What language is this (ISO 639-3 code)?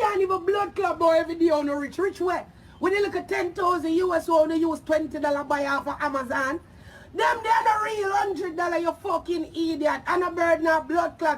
jam